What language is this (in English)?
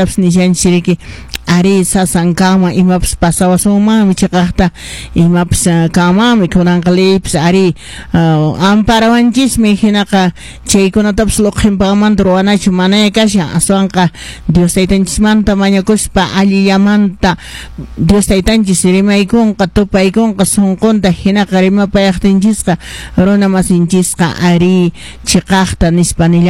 Quechua